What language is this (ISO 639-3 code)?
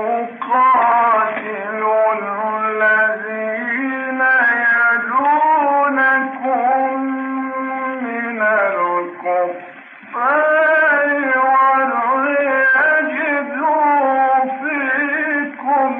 ara